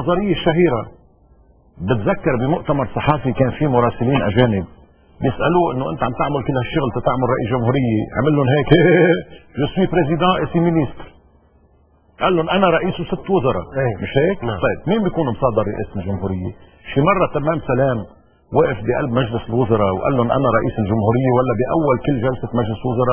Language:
North Levantine Arabic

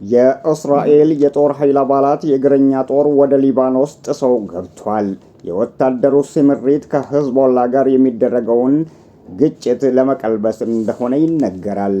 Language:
Amharic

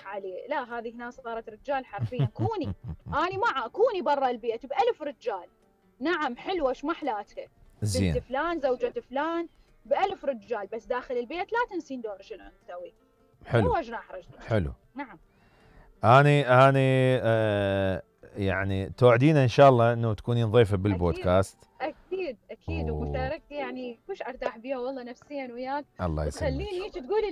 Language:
Mesopotamian Arabic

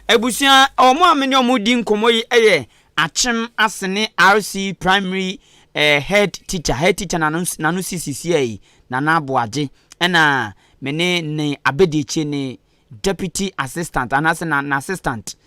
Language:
Akan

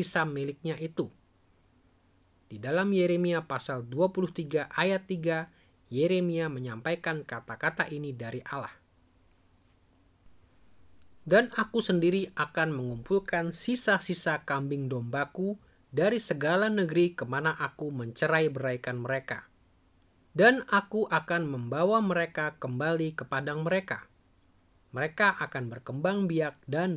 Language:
Indonesian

